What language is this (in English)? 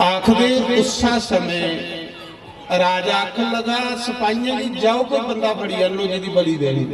Dogri